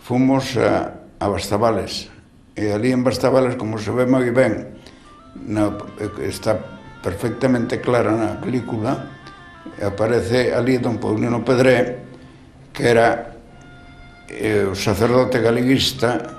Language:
Galician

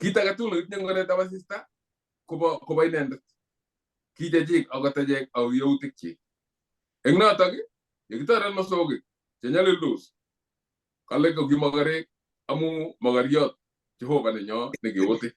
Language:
Kalenjin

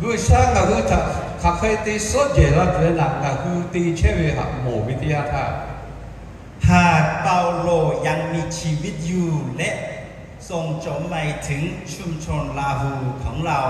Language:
Lahu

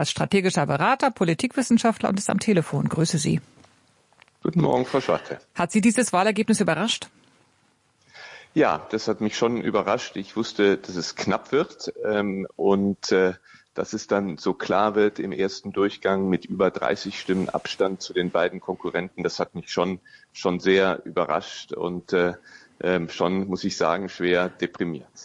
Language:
German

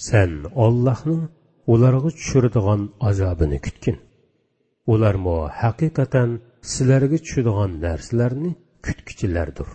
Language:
Uyghur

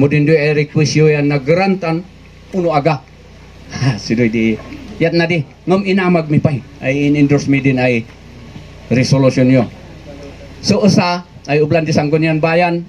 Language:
Kankanaey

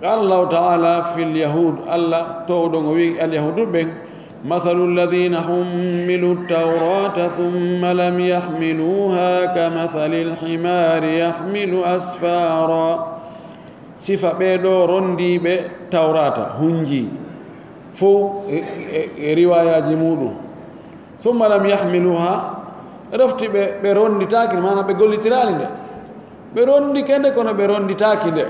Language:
Pular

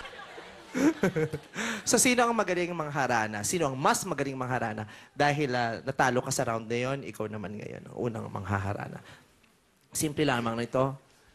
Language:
Filipino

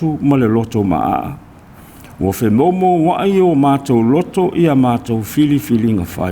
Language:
Samoan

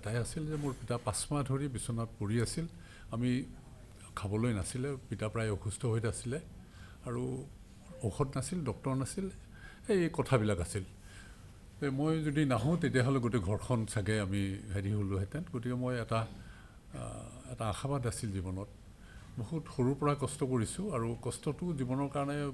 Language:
Assamese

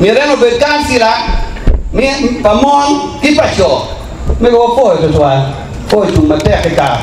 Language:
Acoli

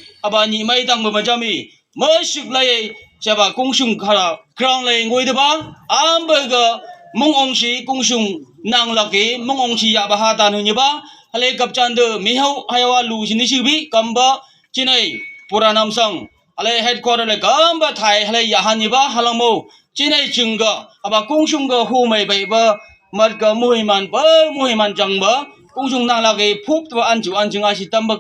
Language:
Phom Naga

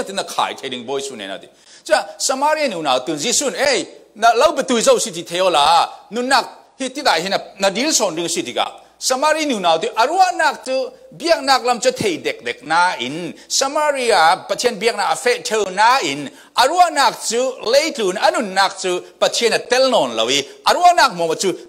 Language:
Falam Chin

